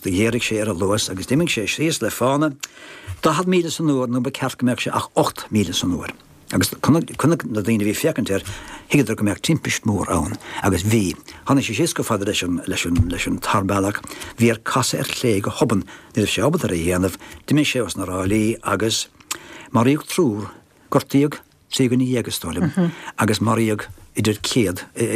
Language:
Irish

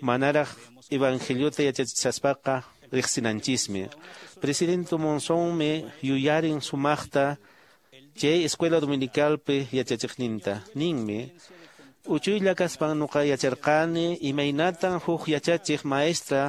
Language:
Quechua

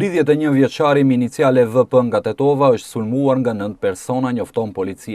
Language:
Albanian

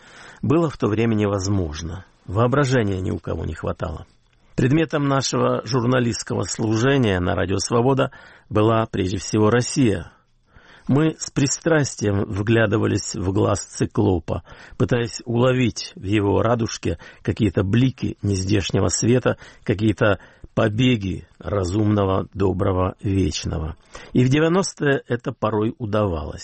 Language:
Russian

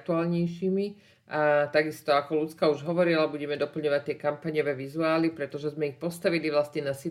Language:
Slovak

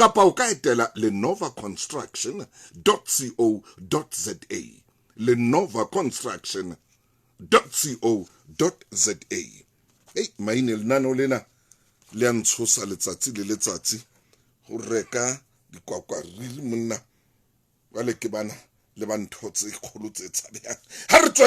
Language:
Southern Sotho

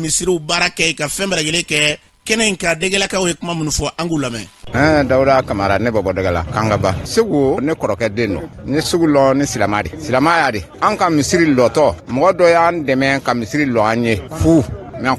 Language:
Bambara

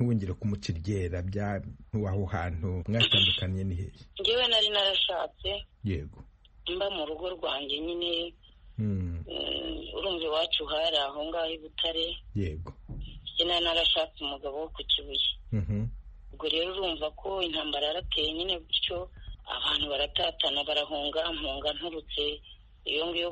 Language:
Kinyarwanda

